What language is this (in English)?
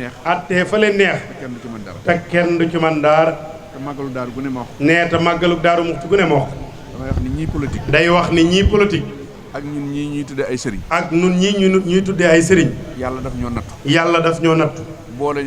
Wolof